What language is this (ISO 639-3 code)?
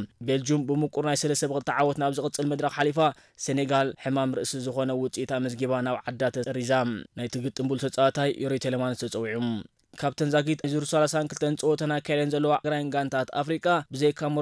tir